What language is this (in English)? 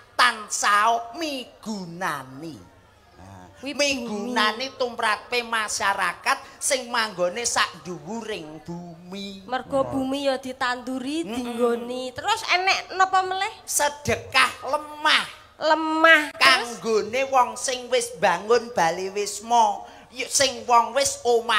Javanese